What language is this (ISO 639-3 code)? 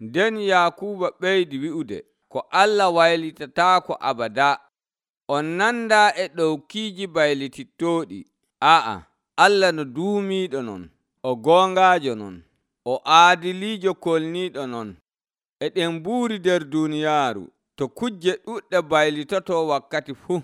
fuv